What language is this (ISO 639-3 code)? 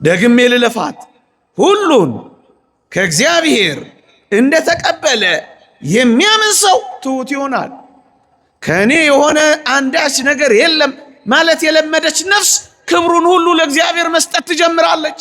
amh